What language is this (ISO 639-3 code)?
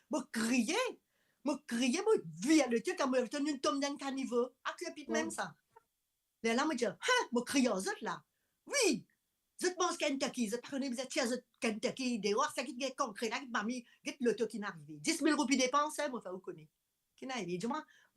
mfe